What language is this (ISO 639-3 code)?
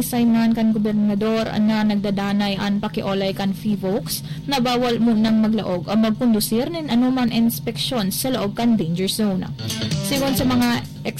bik